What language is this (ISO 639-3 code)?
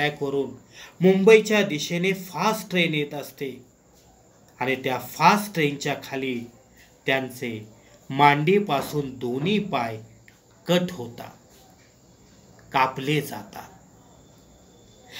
mar